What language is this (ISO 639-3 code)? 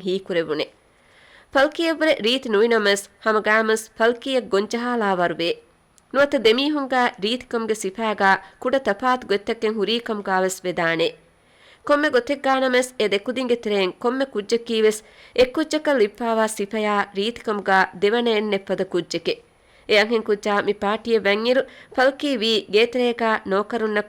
div